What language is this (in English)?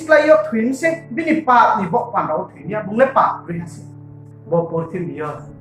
Riang (India)